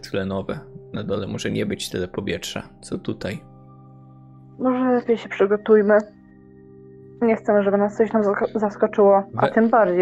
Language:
Polish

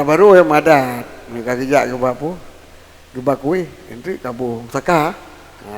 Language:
Achinese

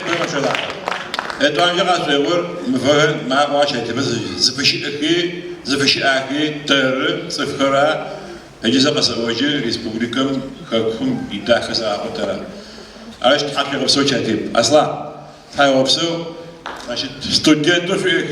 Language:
Adyghe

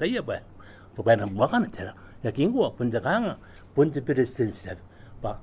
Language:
Gilbertese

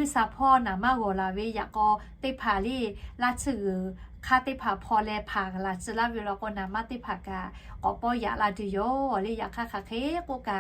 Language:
Lahu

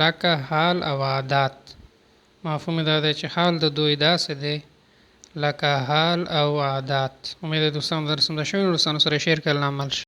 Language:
Pashto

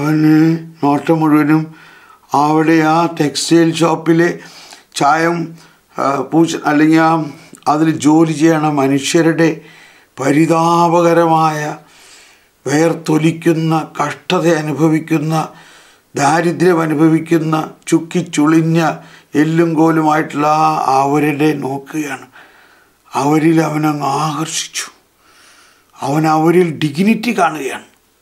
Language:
Malayalam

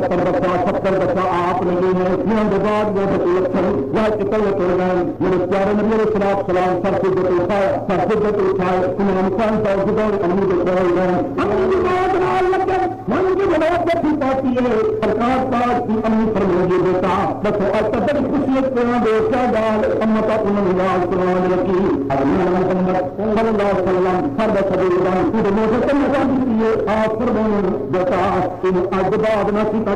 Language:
Saraiki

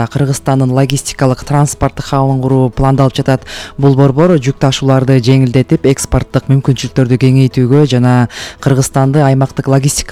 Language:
Kyrgyz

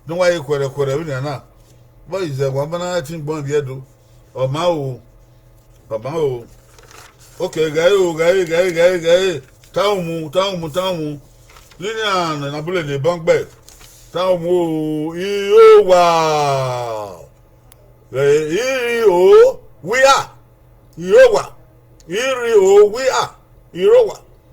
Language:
Bini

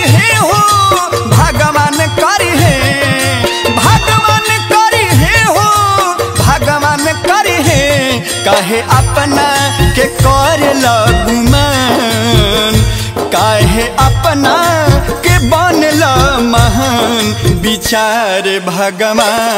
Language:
Bhojpuri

